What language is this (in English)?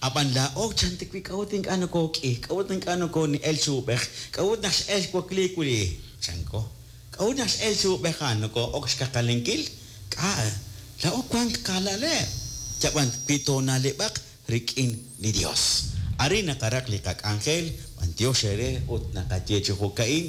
Kekchí